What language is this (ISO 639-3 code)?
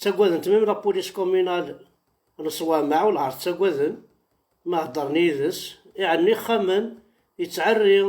kab